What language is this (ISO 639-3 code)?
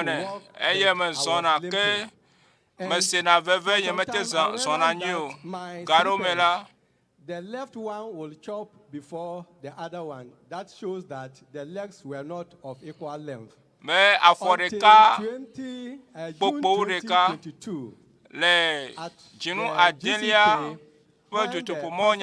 ewe